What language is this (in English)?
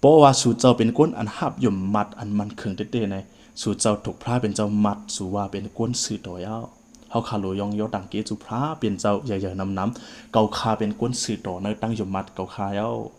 Shan